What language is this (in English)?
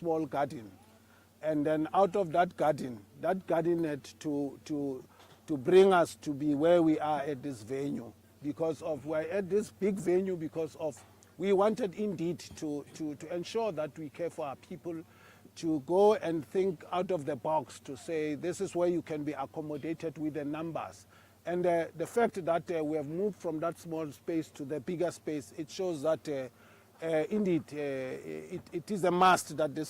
Venda